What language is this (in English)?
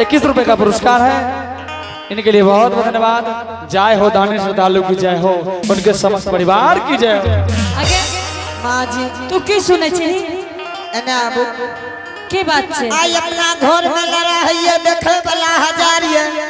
Angika